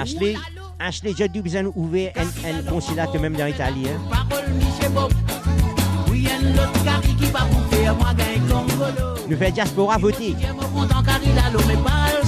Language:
Morisyen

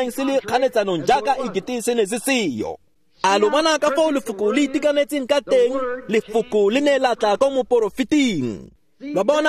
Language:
Tswana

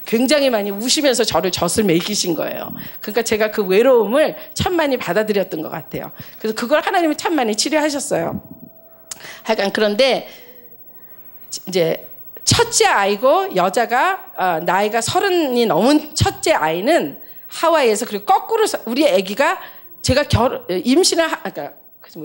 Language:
Korean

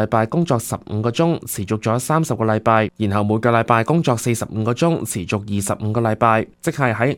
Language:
Cantonese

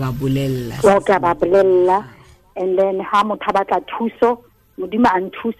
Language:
Tswana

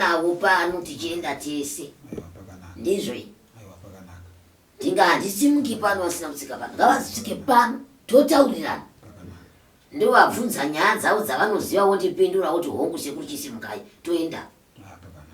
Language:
Shona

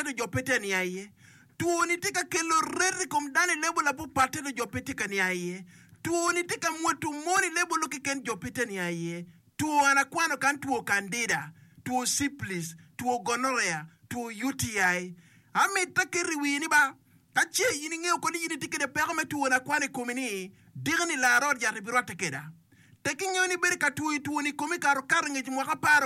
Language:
Acoli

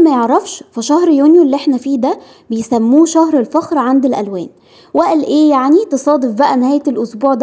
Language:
Egyptian Arabic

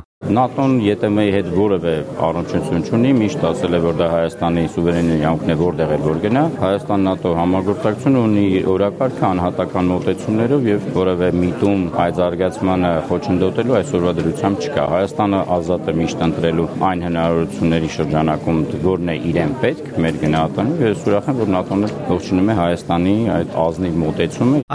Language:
Armenian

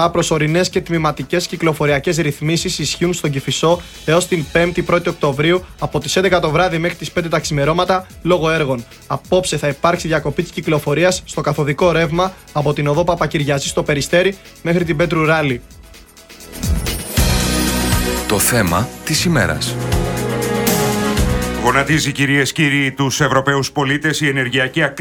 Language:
Greek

